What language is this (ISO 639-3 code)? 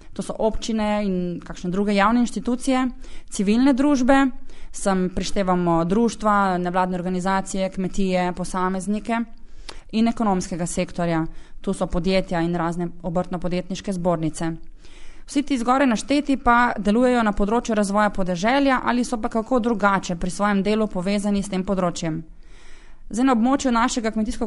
slv